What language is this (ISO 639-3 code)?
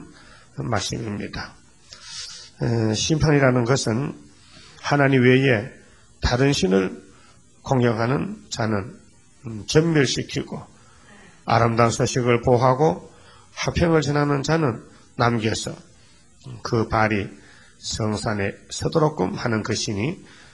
kor